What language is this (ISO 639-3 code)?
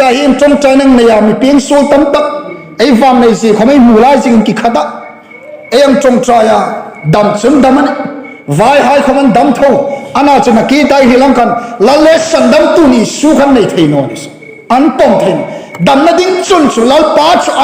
hmr